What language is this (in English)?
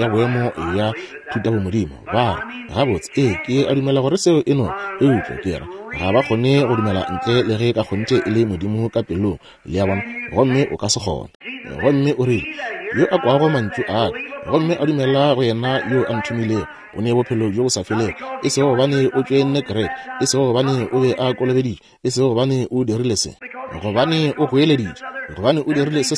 Northern Sotho